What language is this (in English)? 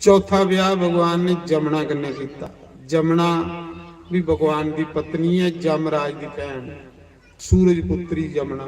Dogri